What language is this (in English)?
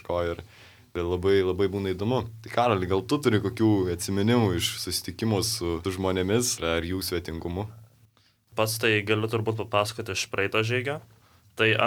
Lithuanian